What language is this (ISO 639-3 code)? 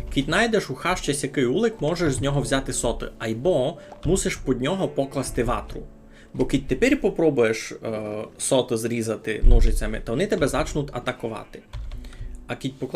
rue